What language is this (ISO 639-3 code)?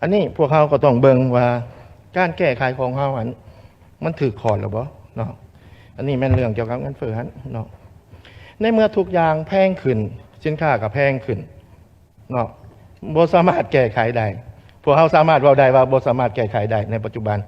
lao